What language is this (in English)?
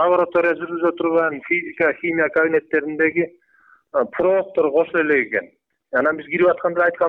Kyrgyz